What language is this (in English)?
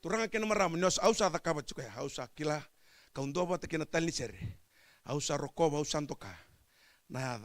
Fijian